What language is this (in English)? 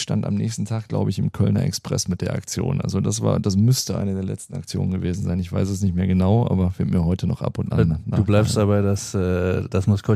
German